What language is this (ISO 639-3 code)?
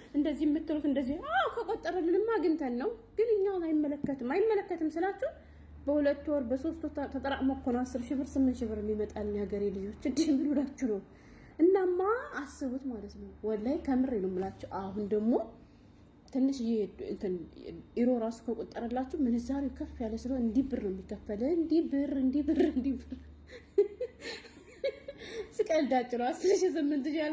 amh